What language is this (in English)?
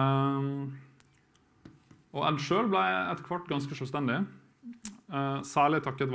Norwegian